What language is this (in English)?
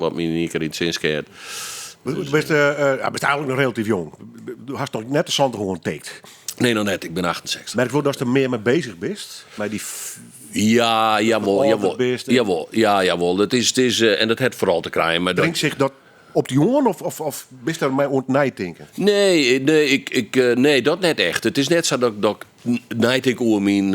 Western Frisian